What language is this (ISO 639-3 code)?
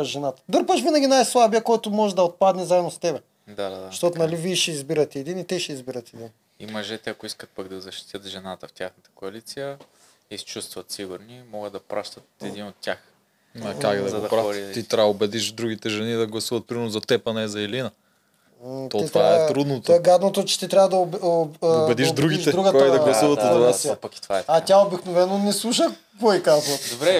bul